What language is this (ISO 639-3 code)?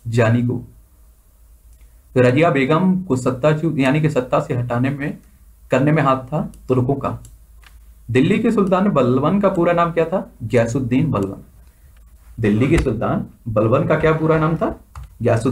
hin